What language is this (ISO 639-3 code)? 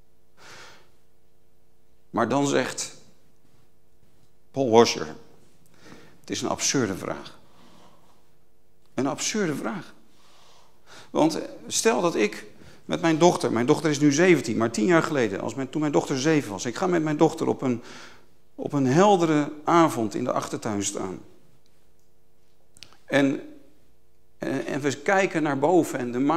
nld